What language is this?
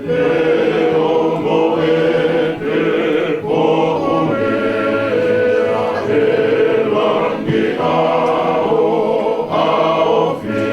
Tongan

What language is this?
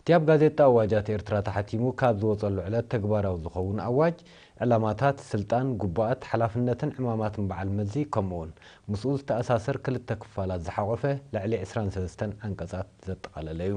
Tigrinya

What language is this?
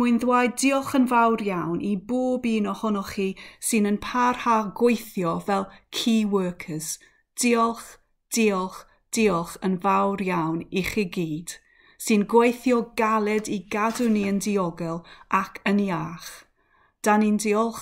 Welsh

